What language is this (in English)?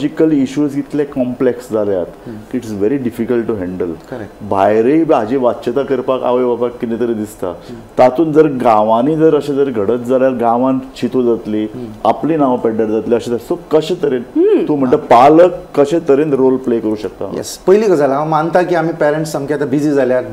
Konkani